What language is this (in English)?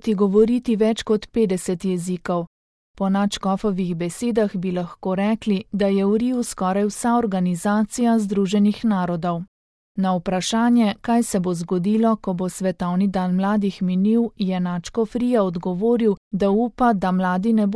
Slovenian